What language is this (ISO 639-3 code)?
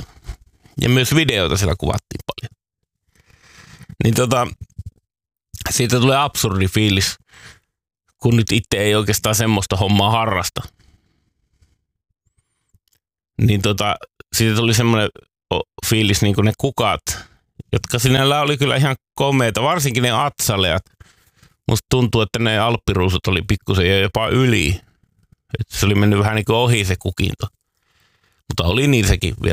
fin